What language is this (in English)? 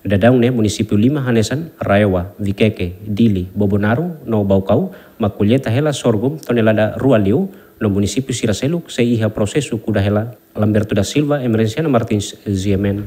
Tetum